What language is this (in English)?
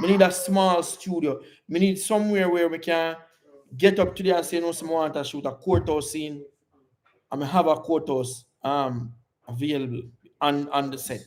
Jamaican Creole English